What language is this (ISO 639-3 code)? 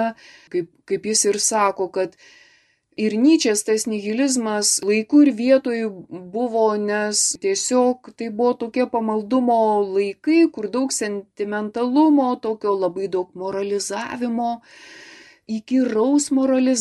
lit